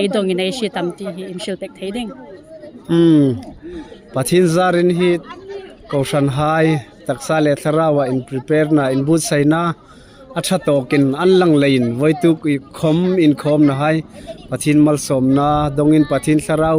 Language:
Hmar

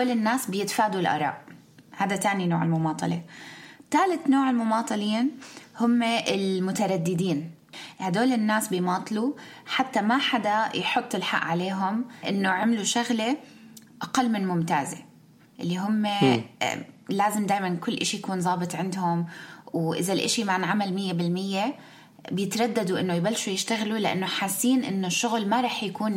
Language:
North Levantine Arabic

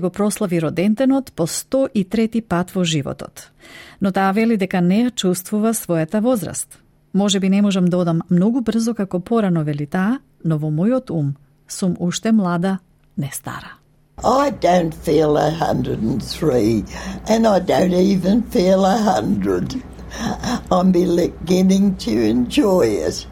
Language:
Macedonian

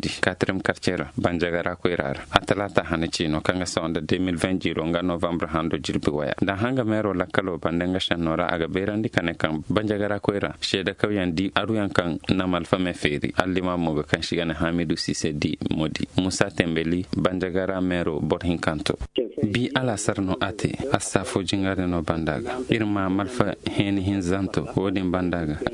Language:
Zarma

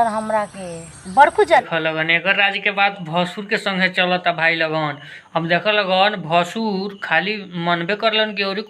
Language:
Bhojpuri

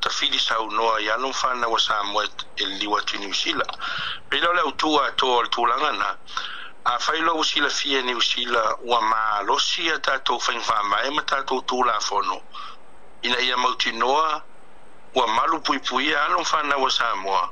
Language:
Samoan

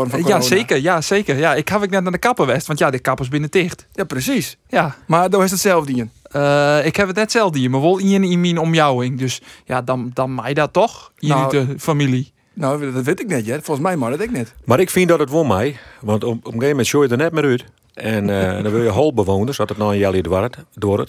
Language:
Western Frisian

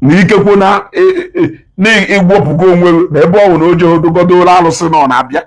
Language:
Igbo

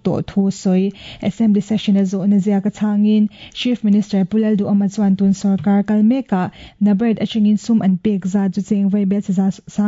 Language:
Mizo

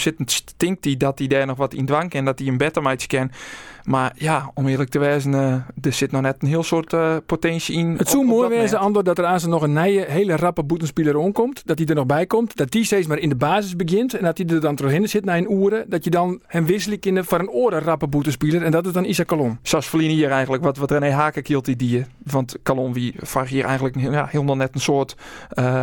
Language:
Western Frisian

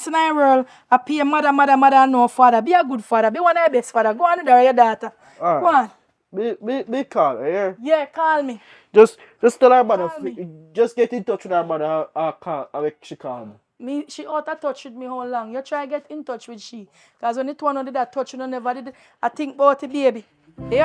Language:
Jamaican Creole English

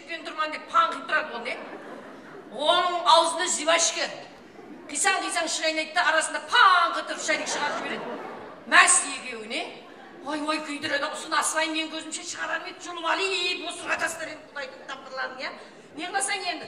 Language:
Kara-Kalpak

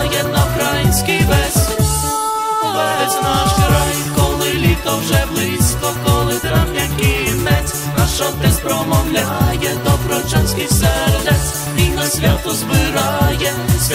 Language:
Ukrainian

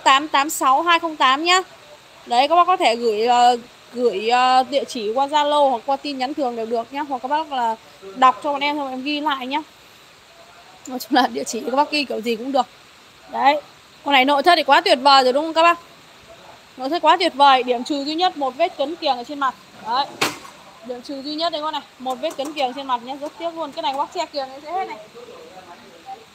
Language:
Vietnamese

